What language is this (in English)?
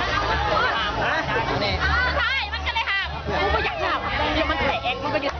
Lao